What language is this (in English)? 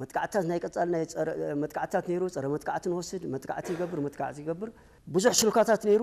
Tigrinya